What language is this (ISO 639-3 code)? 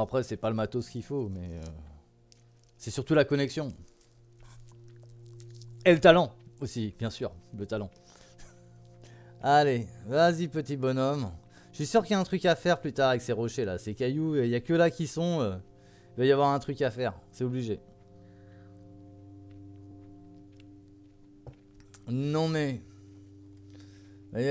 fra